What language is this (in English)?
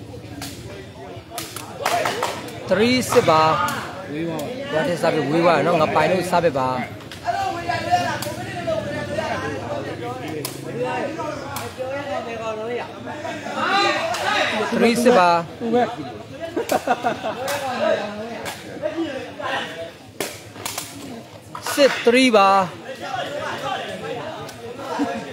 Burmese